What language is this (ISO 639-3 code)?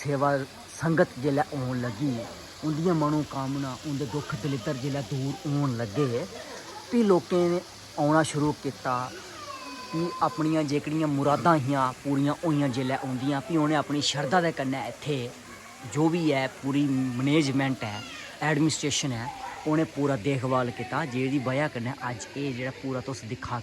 doi